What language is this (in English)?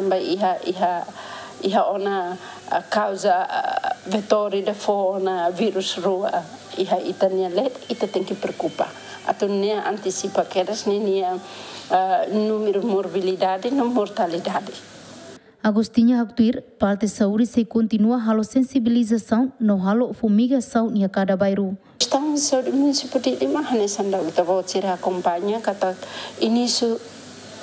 Tetum